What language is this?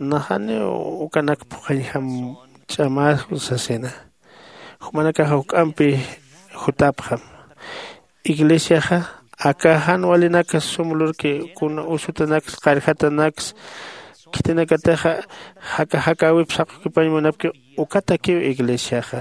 Aymara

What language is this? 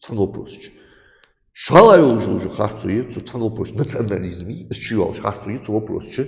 Ingush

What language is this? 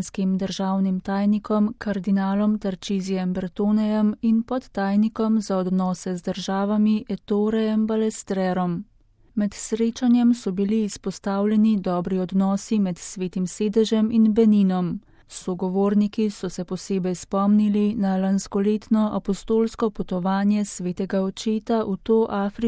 Slovenian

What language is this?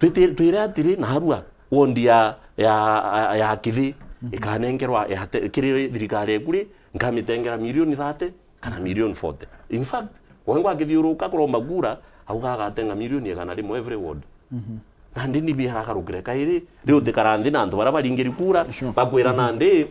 Meru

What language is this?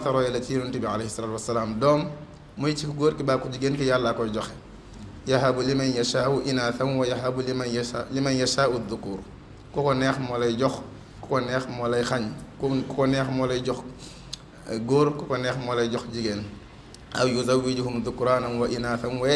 Wolof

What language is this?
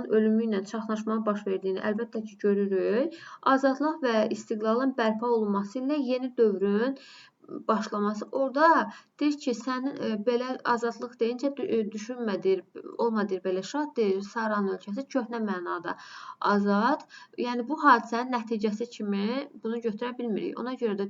Azerbaijani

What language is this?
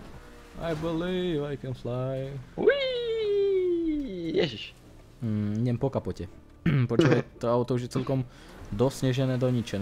Slovak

